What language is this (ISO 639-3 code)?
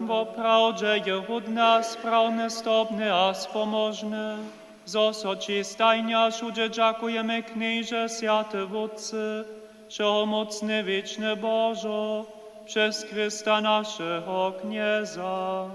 hsb